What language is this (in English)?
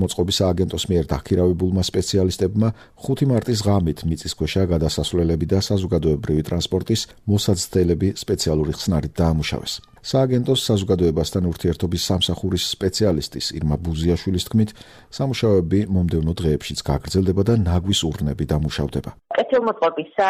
Georgian